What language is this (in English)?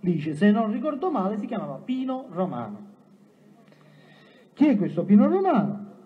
Italian